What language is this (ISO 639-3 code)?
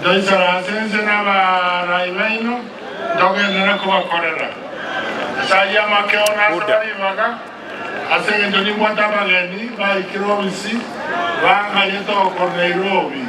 guz